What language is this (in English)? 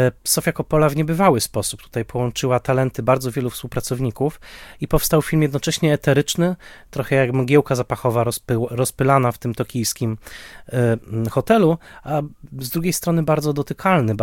Polish